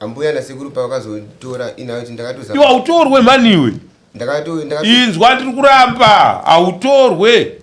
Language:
Shona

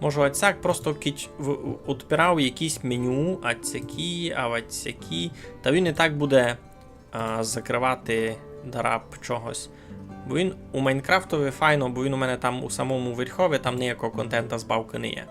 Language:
Rusyn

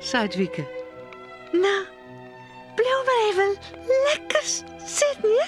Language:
Western Frisian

